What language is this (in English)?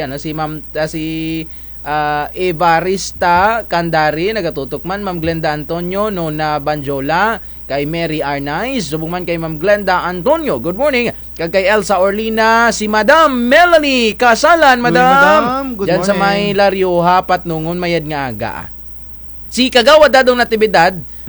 Kinaray-a